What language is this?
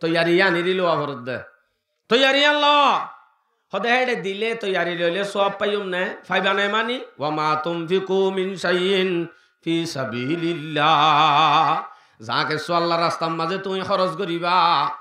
Rohingya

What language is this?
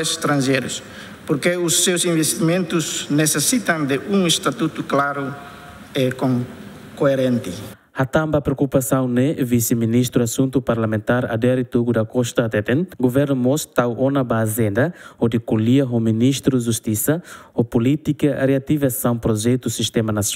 Tetum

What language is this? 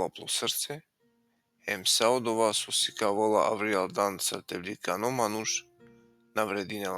Balkan Romani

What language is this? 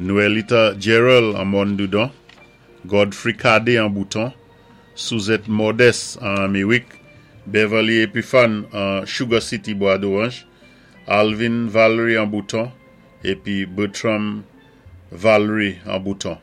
Saint Lucian Creole French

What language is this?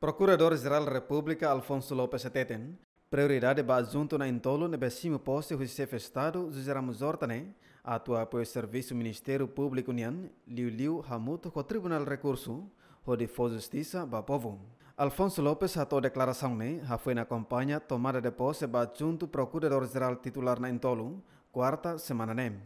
Tetum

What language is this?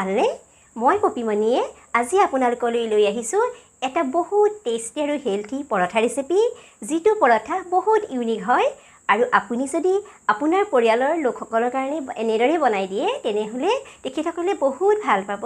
Assamese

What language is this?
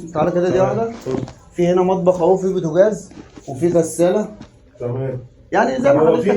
Egyptian Arabic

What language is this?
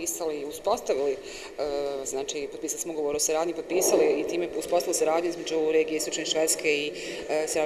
Bosnian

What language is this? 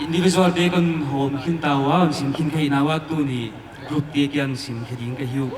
Paite Chin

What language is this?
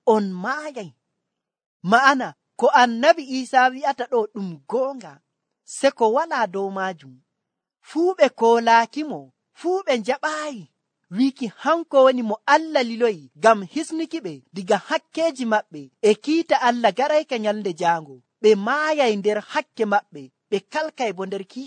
Nigerian Fulfulde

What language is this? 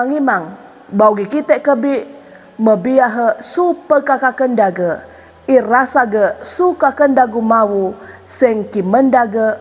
Sangir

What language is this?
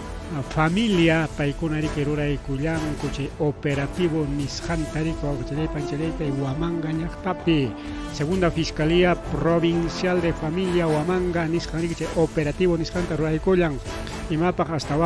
Ayacucho Quechua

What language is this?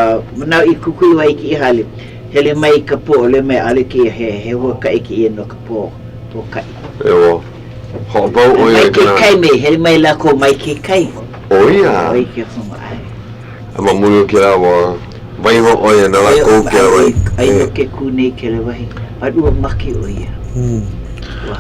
Hawaiian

